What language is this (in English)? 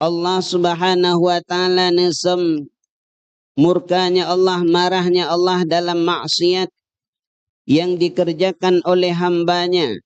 Achinese